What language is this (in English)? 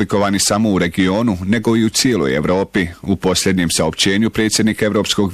Bosnian